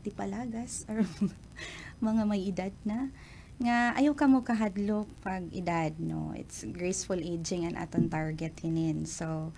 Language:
Waray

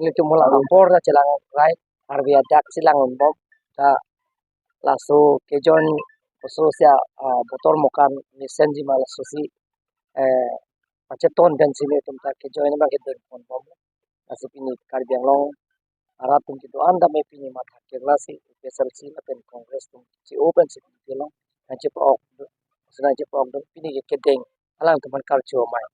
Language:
Karbi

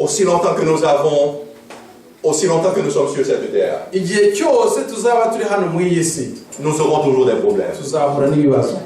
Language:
Kinyarwanda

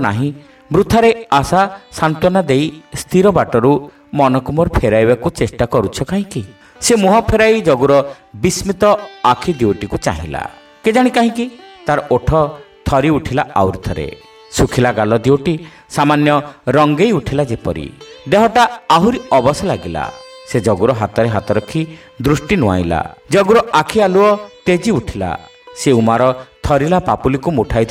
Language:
Odia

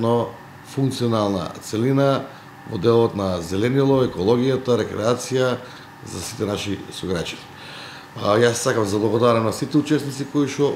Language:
Macedonian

